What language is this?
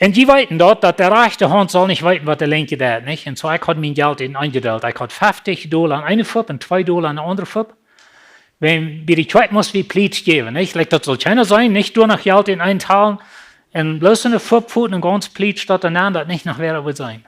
Plautdietsch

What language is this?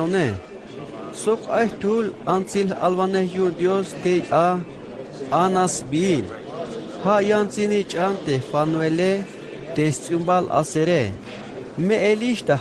Tzeltal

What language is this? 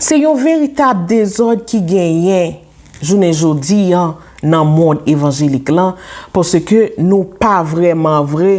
Haitian Creole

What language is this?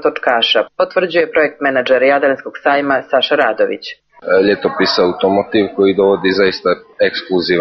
Serbian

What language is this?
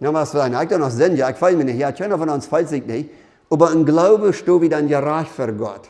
Plautdietsch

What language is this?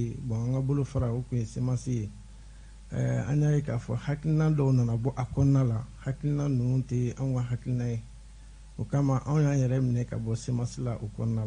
Bambara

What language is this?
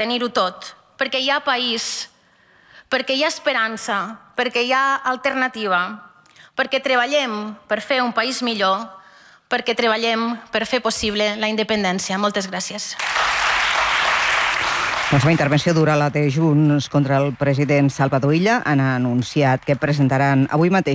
Catalan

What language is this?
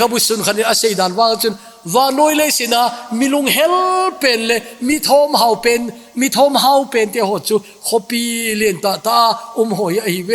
Thado Chin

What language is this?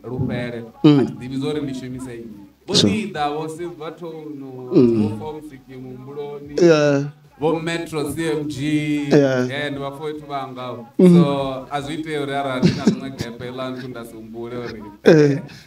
Venda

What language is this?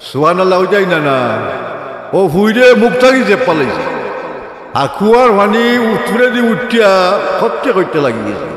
Sylheti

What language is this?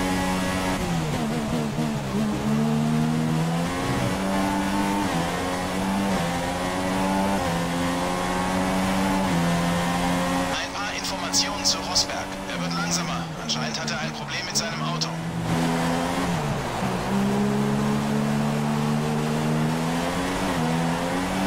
German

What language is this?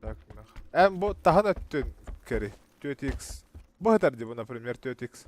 Yakut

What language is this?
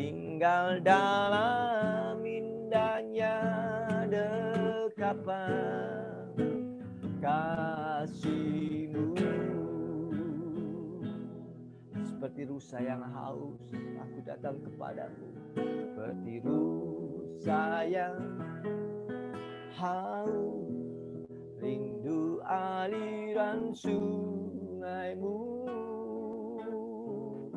Indonesian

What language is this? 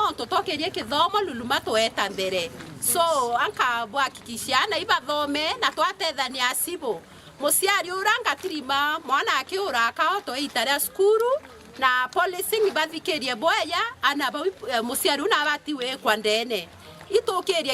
Meru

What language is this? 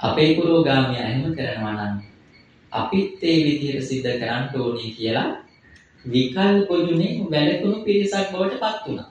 Sinhala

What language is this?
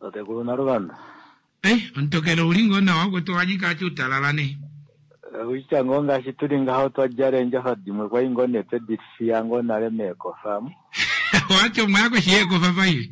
Kuanyama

